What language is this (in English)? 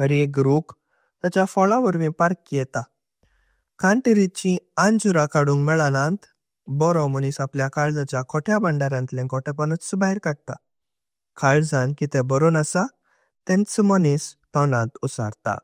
Konkani